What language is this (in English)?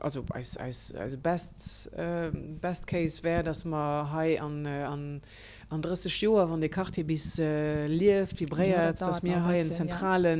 Luxembourgish